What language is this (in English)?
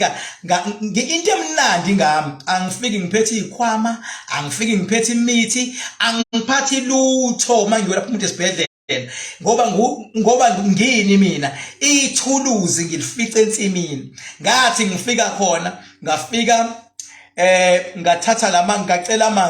Zulu